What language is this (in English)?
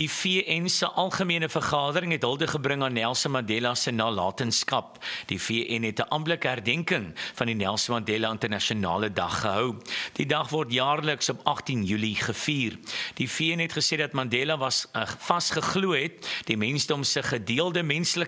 Afrikaans